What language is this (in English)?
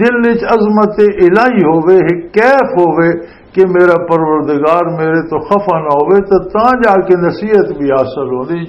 Western Panjabi